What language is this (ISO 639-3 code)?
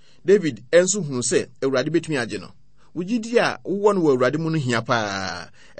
aka